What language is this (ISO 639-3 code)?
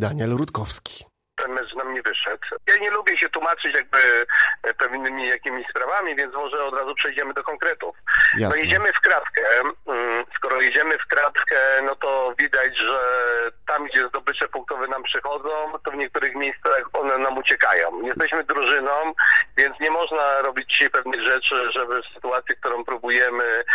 pol